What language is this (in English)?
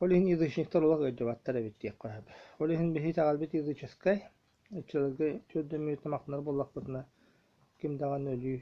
Yakut